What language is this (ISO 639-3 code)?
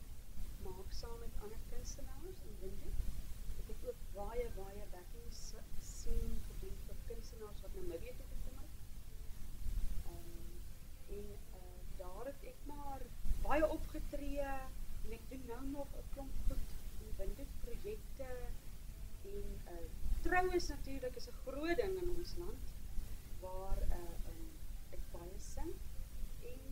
afr